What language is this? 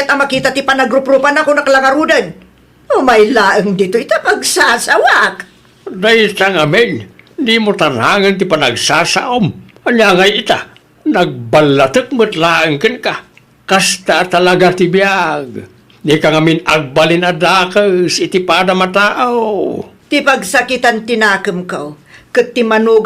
Iloko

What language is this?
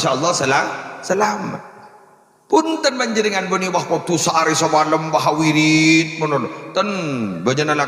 Madurese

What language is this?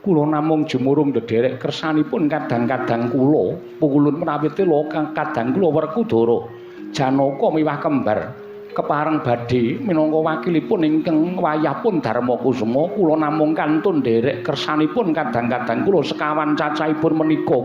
Javanese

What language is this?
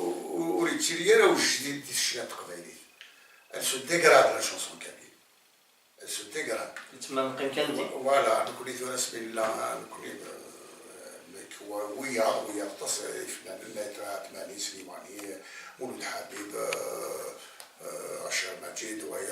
Kabyle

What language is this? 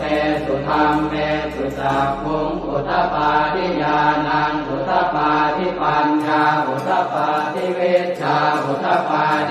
Pali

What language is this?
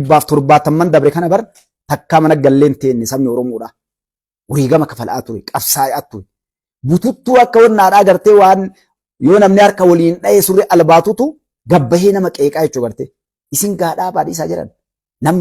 Oromo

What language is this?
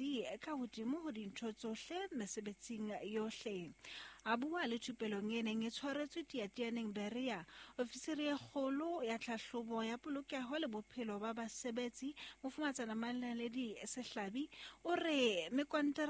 Southern Sotho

